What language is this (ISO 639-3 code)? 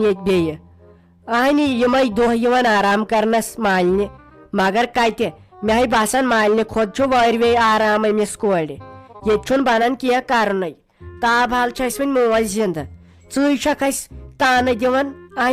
kas